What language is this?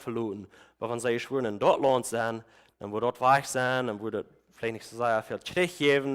Plautdietsch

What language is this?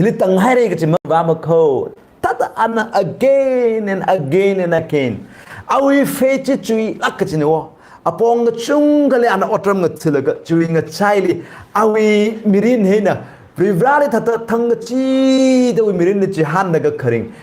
Tangkhul Naga (India)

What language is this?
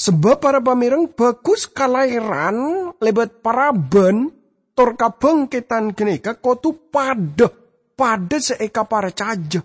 Madurese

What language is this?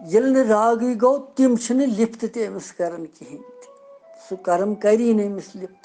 Kashmiri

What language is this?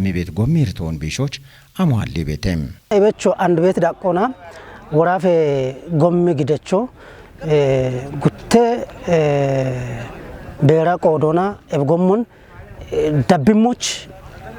Kafa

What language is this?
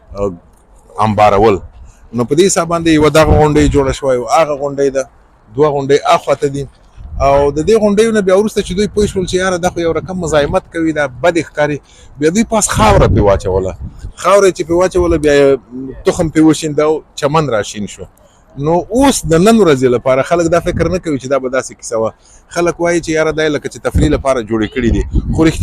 Pashto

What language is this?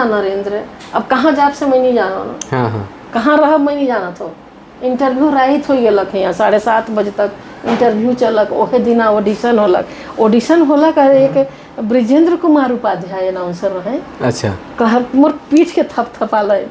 Sadri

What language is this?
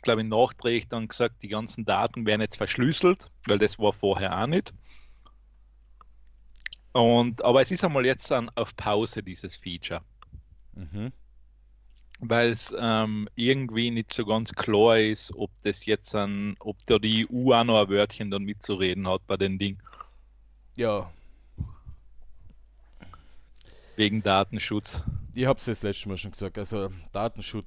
German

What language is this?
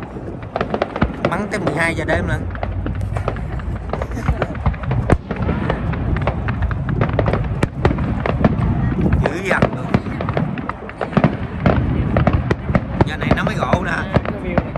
Vietnamese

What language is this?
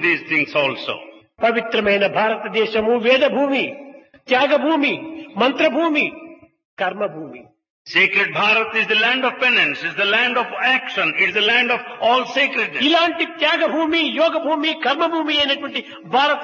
Telugu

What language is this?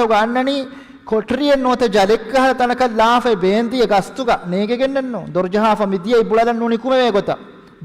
Divehi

